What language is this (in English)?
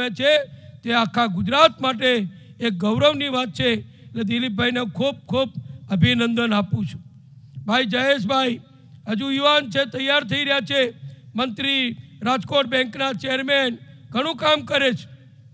Gujarati